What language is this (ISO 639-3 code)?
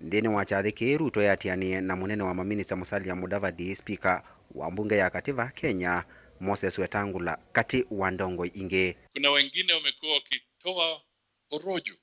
kam